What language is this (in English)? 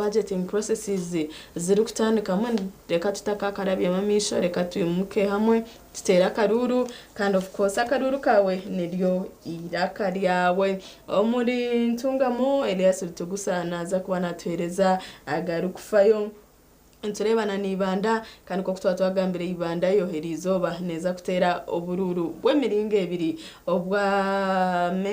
Nyankole